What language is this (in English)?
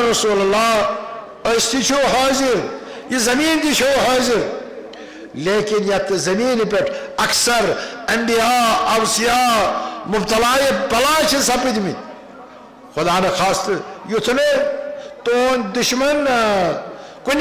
Kashmiri